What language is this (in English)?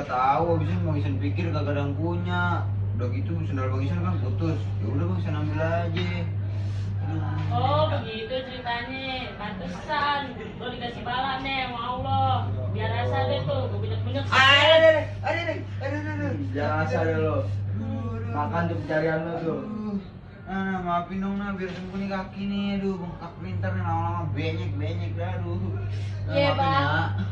Betawi